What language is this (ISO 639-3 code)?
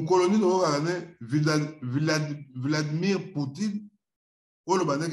lin